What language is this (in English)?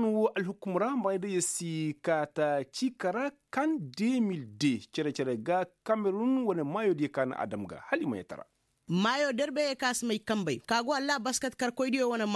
Koyraboro Senni